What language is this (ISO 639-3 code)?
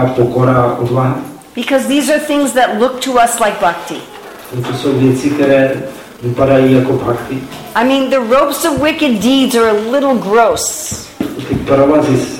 ces